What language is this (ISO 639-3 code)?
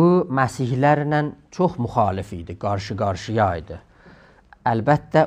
azb